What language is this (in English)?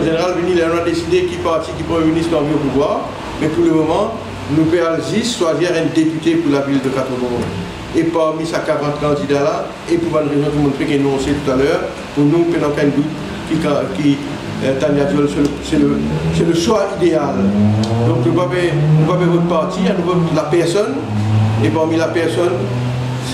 Morisyen